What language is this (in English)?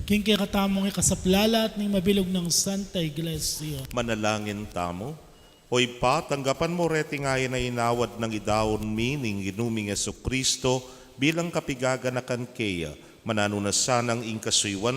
Pampanga